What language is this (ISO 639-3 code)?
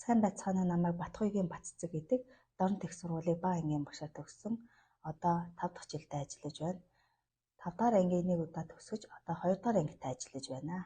mon